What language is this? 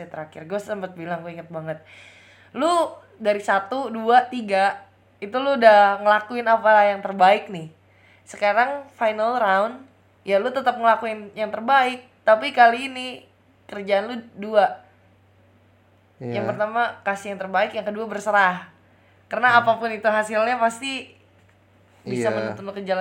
Indonesian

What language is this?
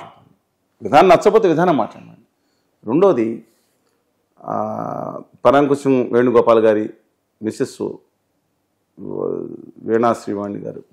Telugu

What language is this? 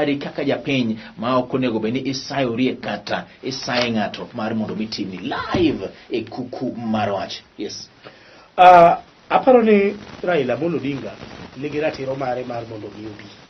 Luo (Kenya and Tanzania)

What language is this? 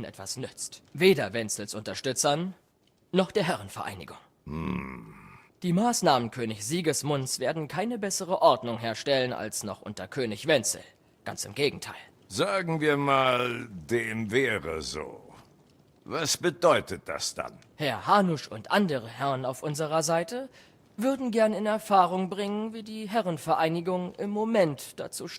Bavarian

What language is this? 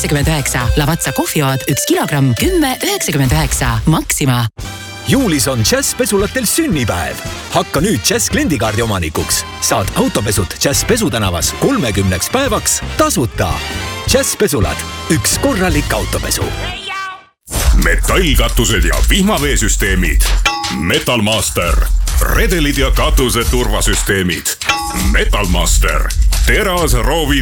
Estonian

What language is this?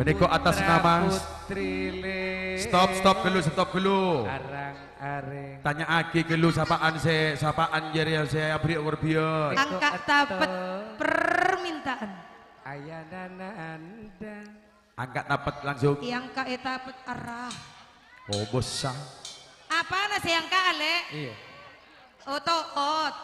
Madurese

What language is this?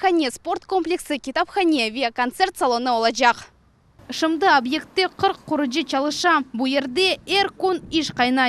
Crimean Tatar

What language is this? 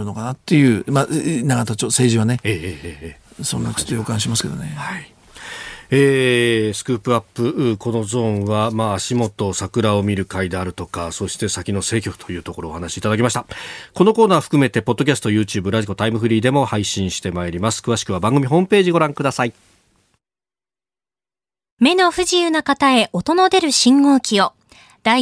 Japanese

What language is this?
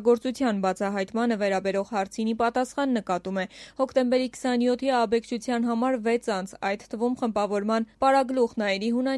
Armenian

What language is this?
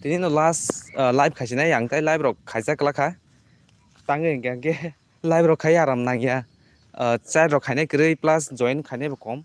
Kok Borok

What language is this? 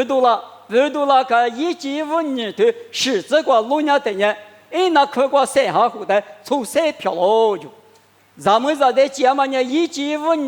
Lisu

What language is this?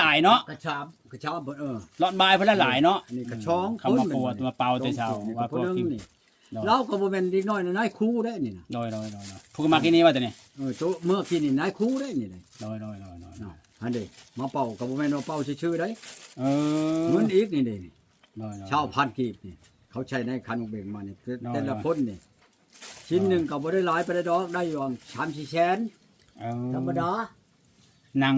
Lao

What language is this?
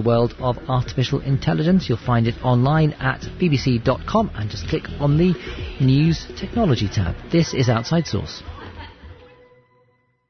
English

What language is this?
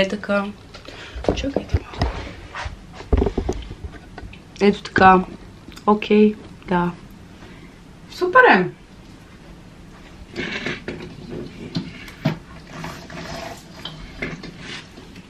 Bulgarian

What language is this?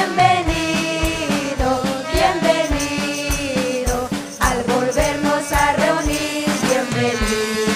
Ayacucho Quechua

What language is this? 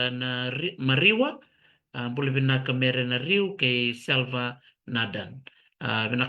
Fijian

